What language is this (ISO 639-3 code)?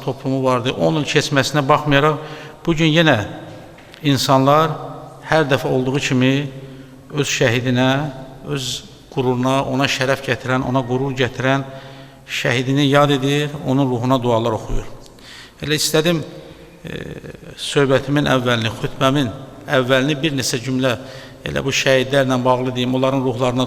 aze